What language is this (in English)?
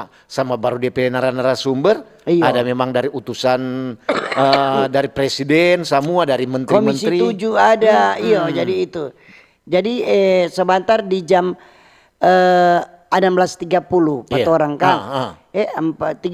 Manado Malay